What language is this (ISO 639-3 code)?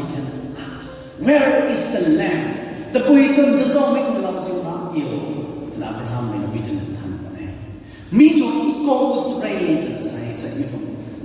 nbu